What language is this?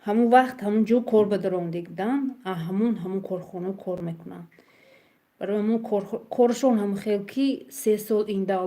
Tajik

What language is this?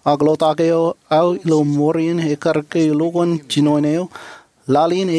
Marshallese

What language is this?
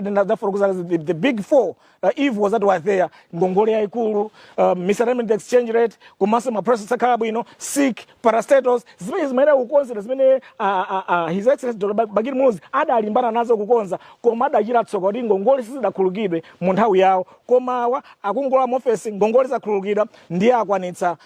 Nyanja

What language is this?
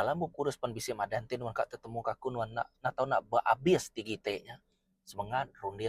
Iban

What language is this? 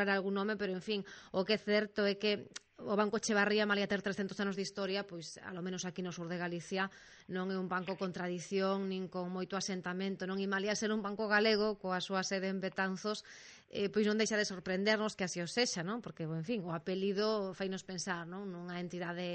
Galician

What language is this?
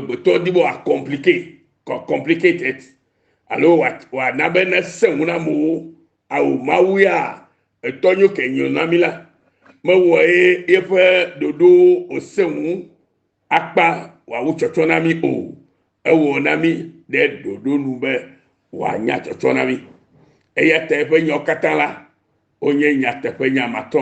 Ewe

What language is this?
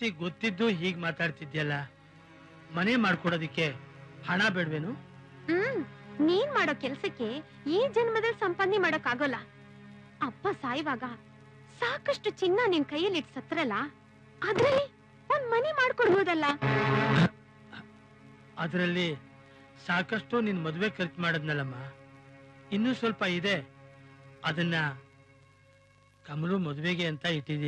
Kannada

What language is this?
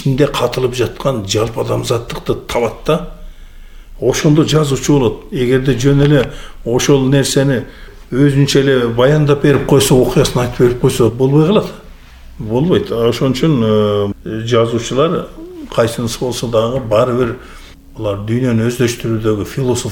Kyrgyz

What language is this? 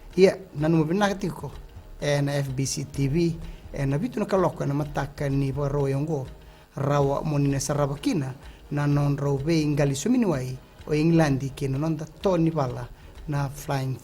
Fijian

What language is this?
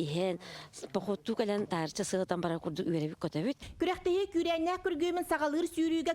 Yakut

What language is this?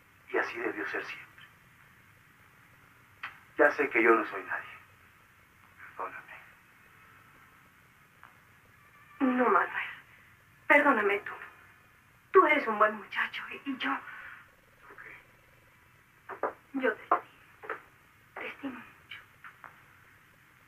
Spanish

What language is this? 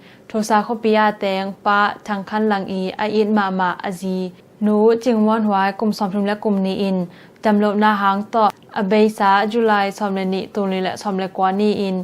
Tedim Chin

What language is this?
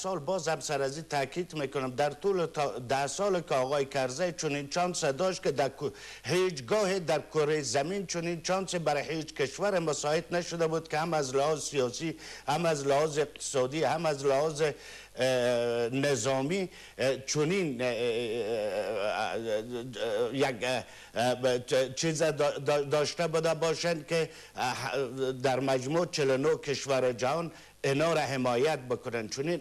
Persian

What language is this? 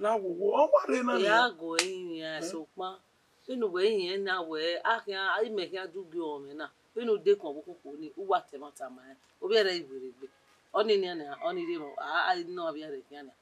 Bini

